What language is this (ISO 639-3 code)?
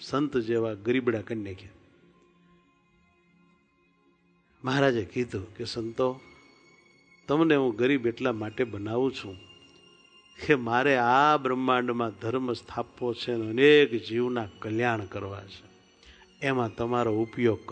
guj